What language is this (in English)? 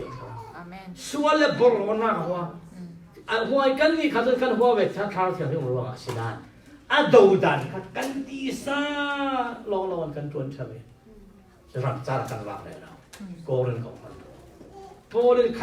Falam Chin